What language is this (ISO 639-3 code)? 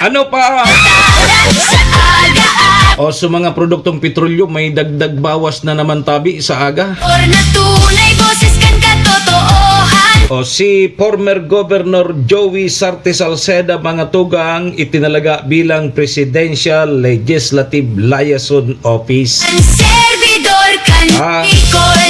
bik